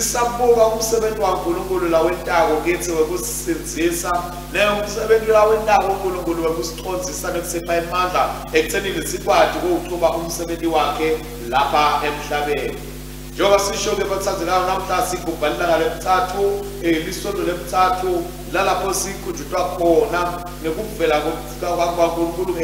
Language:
Swati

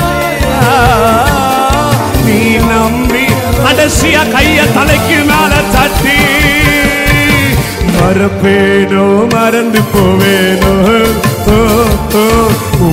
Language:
Tamil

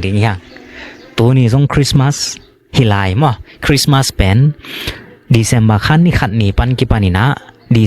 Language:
Tedim Chin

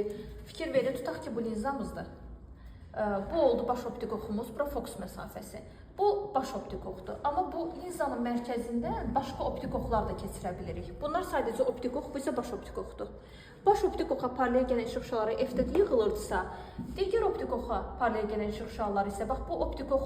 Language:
Azerbaijani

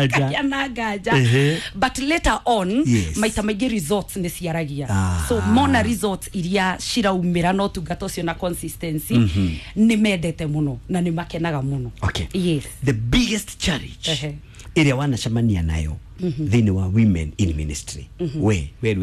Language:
Kikuyu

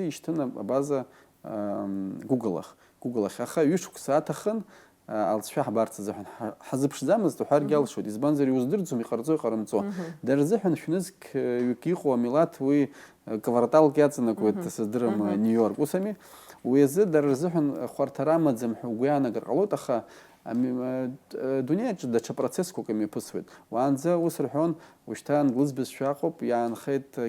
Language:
Abkhazian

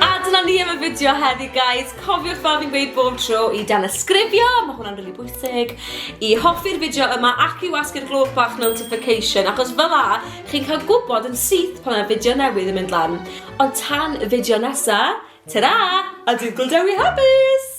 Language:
Welsh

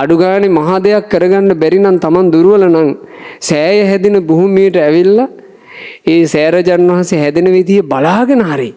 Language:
Sinhala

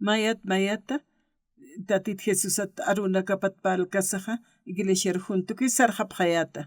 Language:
Aymara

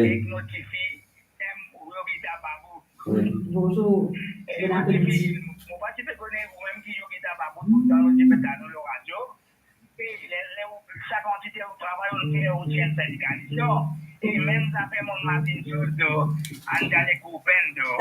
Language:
Morisyen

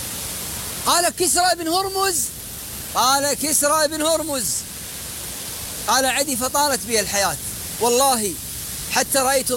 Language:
Arabic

